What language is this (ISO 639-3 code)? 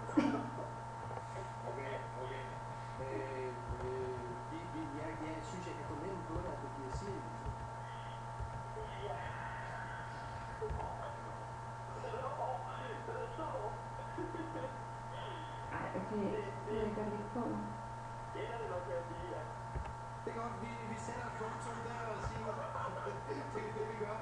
dan